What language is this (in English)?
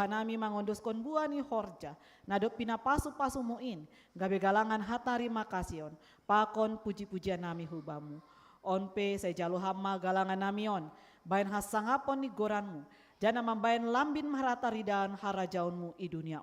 Batak Simalungun